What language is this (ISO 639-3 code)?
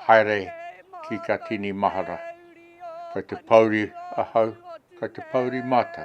mri